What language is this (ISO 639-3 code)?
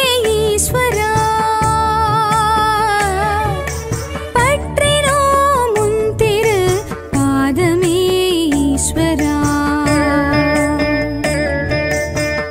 tam